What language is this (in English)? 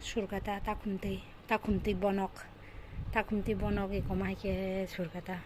Kok Borok